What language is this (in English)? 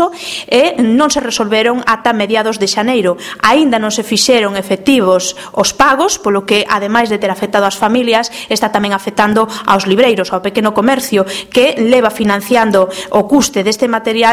Galician